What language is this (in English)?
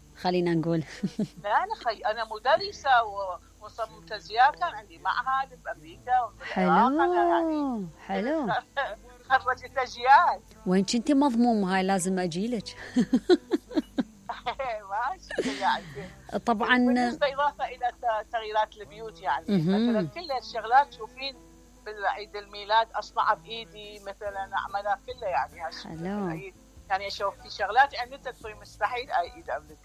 Mesopotamian Arabic